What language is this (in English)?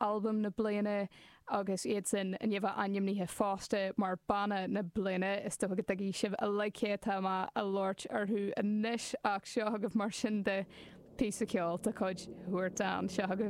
Irish